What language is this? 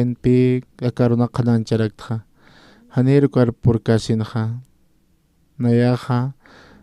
Aymara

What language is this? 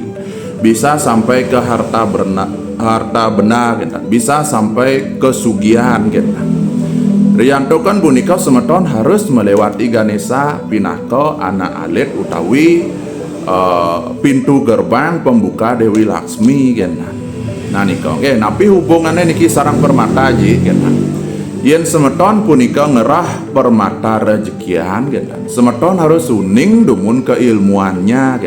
Balinese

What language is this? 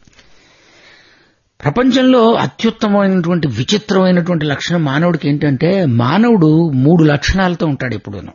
Telugu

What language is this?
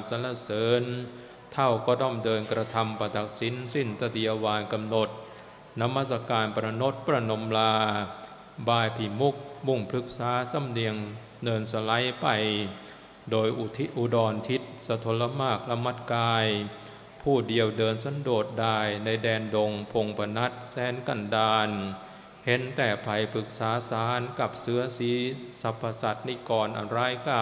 Thai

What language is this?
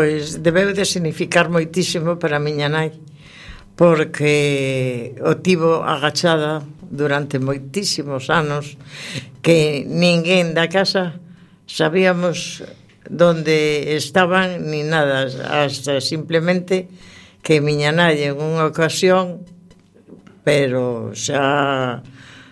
Galician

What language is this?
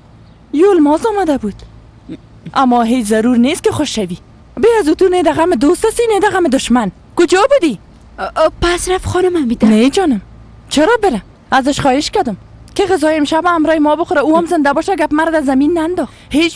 Persian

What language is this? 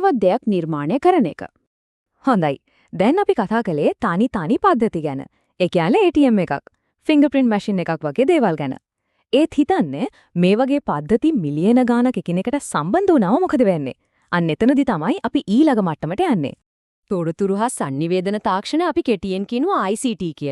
Sinhala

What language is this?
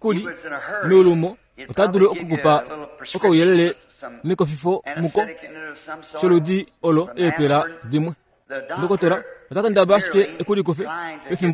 Kuanyama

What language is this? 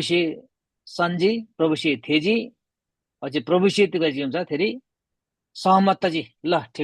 Eastern Tamang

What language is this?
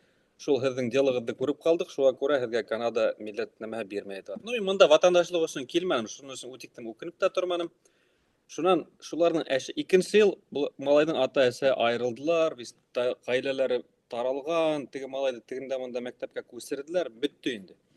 Bashkir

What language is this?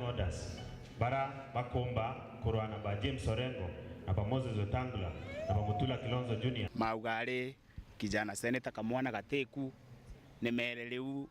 Meru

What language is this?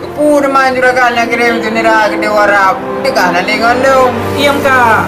Achinese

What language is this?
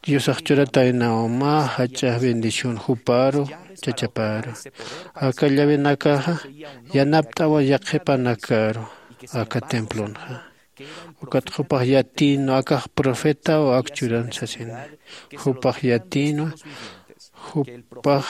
Aymara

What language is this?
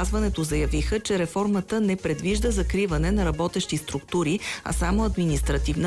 Bulgarian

